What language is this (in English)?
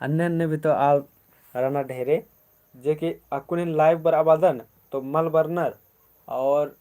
Kurukh